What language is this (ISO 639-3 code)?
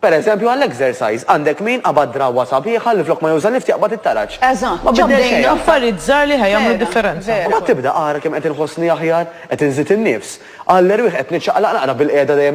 mlt